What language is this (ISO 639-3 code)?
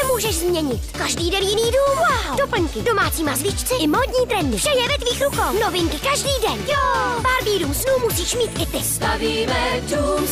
ces